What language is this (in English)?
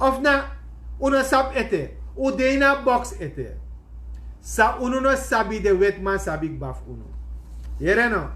Sranan Tongo